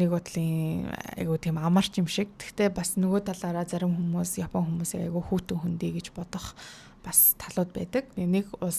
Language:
Mongolian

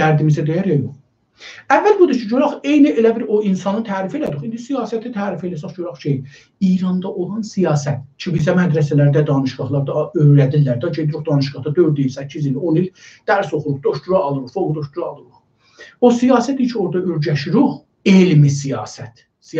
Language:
South Azerbaijani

